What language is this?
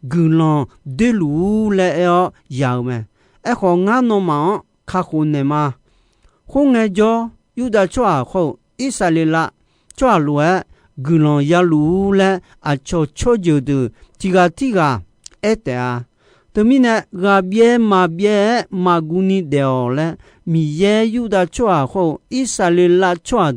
Akha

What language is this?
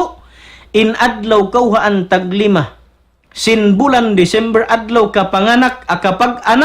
Tausug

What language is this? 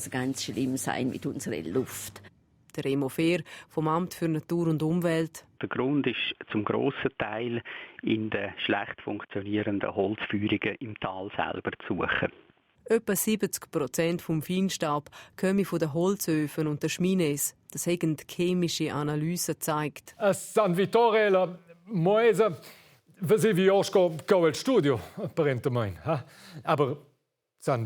Romansh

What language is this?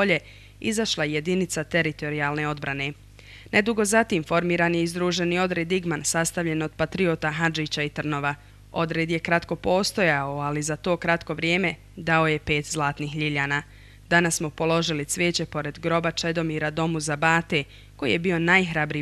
Bosnian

